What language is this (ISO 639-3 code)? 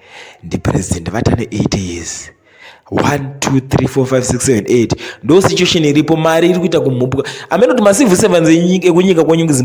sna